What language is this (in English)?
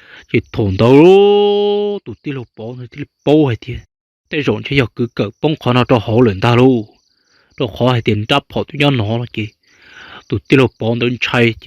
Hmong